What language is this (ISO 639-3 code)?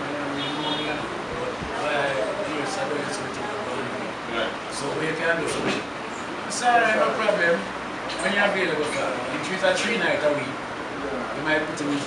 jam